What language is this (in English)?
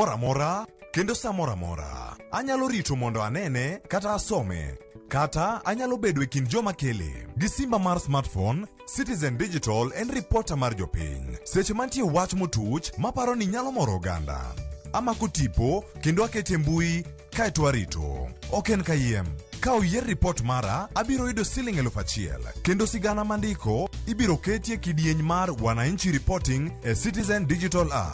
Luo (Kenya and Tanzania)